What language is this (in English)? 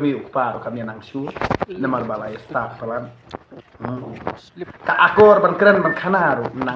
Khasi